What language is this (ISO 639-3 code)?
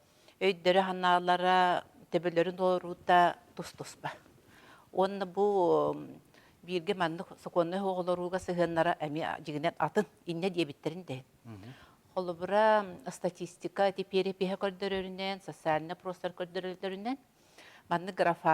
sah